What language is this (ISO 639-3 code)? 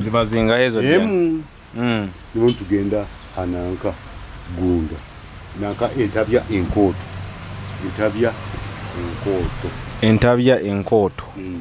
nyo